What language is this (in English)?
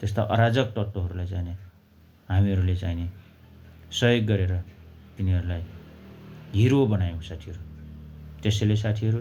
Nepali